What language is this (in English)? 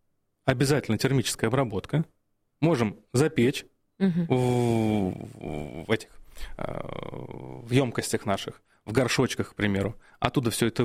Russian